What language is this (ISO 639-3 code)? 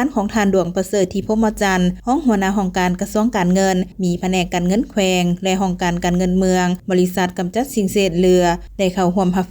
lao